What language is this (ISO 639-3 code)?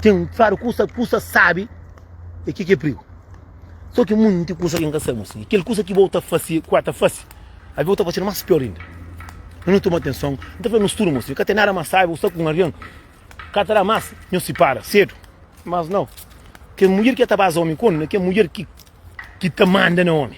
kea